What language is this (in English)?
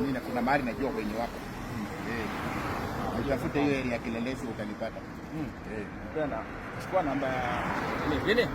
Swahili